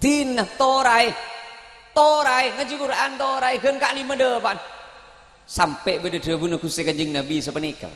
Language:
Madurese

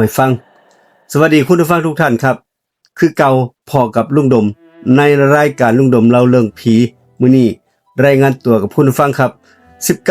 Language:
Northeastern Thai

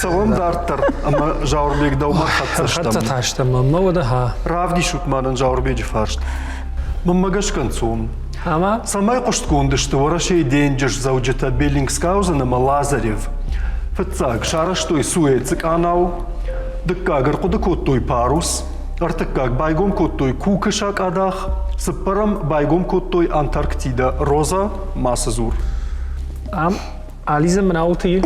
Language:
Ossetic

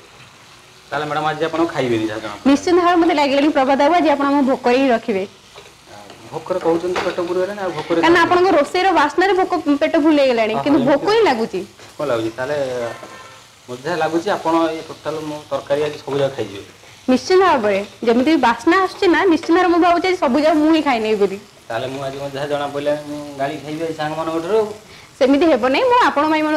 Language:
Odia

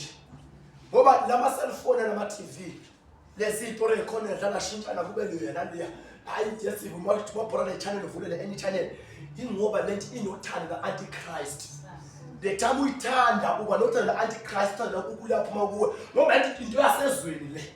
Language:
Zulu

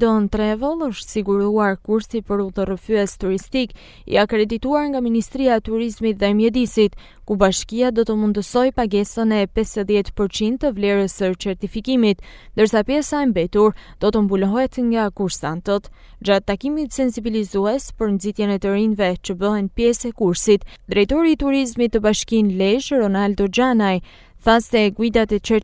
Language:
Albanian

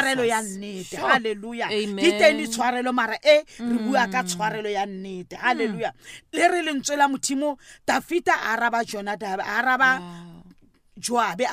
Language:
Southern Sotho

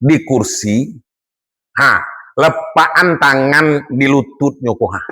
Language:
Minangkabau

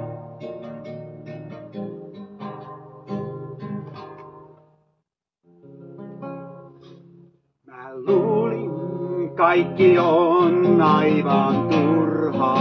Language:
Finnish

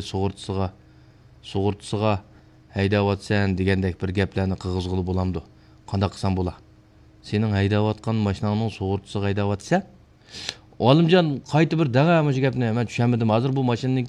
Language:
Uyghur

